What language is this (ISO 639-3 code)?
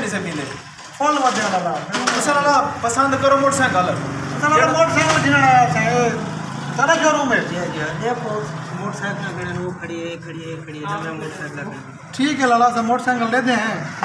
skr